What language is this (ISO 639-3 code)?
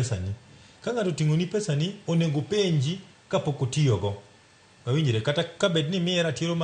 luo